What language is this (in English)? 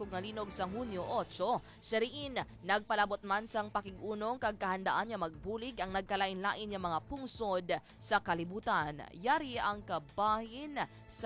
Hiligaynon